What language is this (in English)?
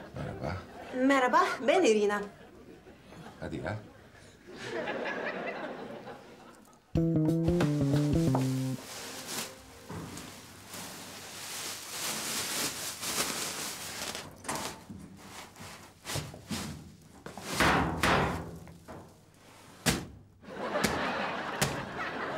Turkish